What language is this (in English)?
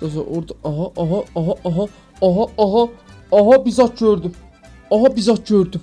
South Azerbaijani